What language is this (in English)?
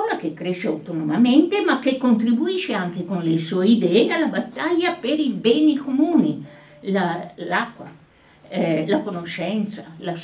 Italian